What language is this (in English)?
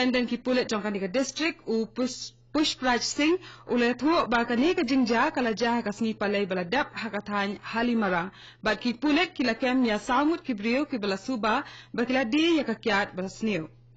Khasi